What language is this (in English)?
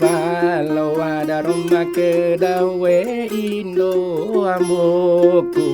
Buginese